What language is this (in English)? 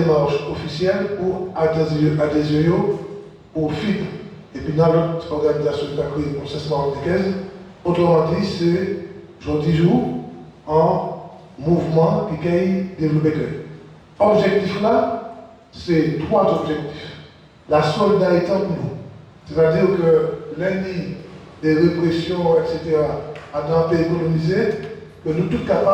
Guadeloupean Creole French